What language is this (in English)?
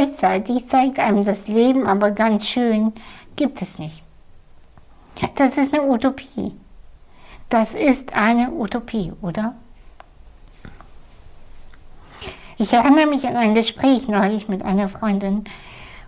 German